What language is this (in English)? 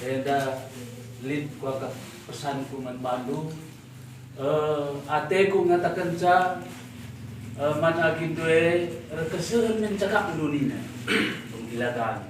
Batak Karo